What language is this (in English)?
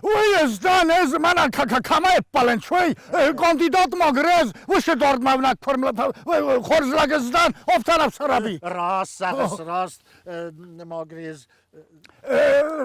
Ossetic